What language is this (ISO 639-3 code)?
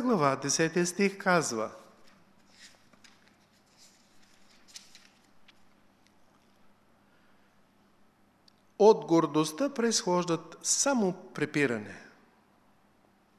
bul